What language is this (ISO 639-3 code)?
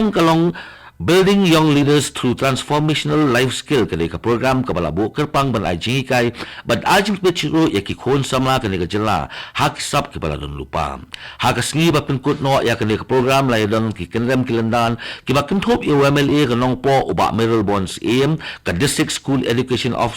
kha